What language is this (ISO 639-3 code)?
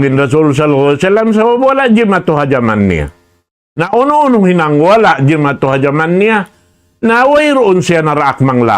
tsg